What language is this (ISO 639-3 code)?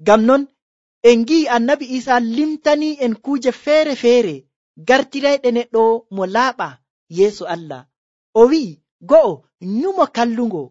fuv